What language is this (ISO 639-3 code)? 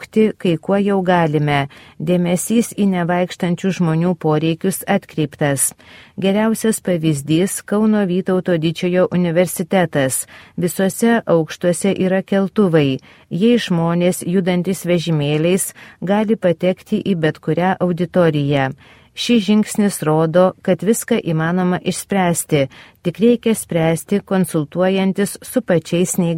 lit